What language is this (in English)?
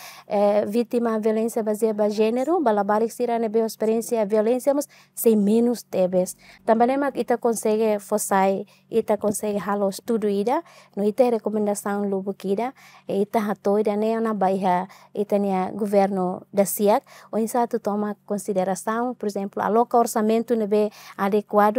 Tetum